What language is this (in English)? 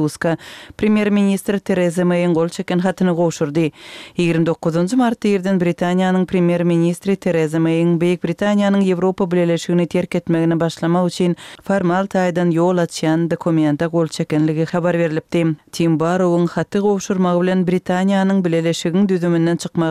Kyrgyz